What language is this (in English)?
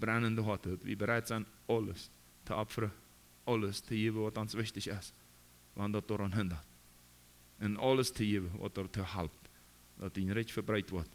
Plautdietsch